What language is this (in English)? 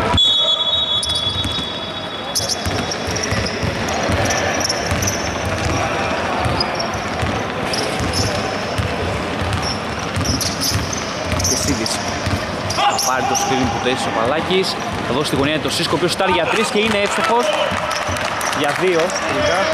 Greek